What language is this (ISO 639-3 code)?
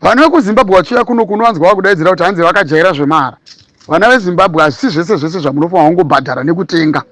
sna